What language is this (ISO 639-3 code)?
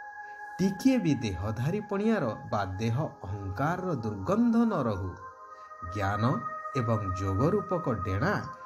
ori